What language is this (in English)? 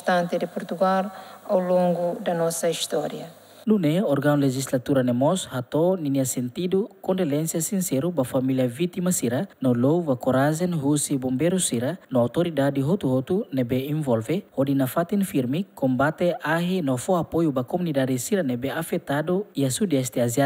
Tetum